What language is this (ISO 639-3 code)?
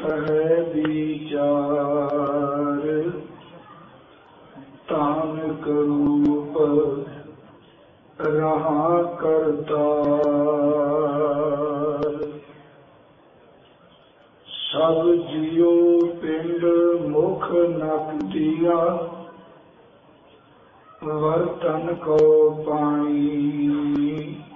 pan